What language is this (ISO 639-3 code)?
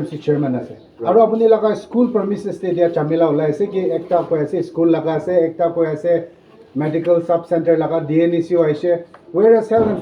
nag